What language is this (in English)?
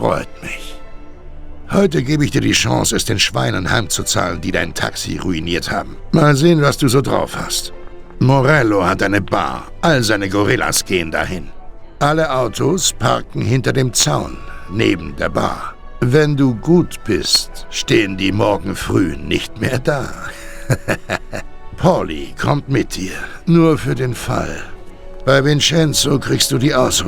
Bavarian